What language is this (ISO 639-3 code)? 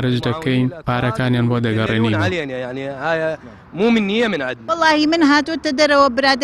ckb